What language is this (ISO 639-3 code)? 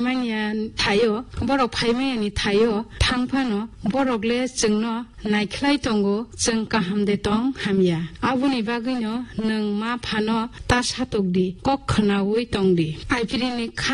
trp